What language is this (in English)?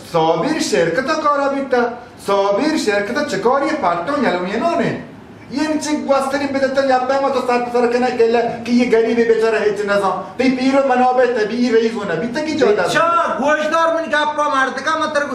Baluchi